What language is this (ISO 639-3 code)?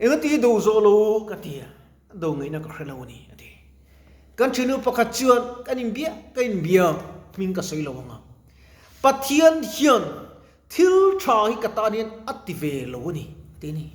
lus